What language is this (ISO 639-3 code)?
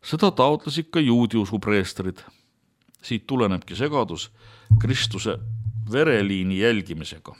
est